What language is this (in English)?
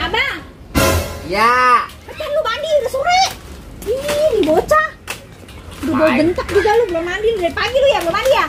Betawi